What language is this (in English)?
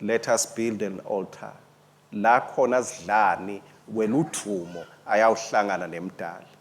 Swati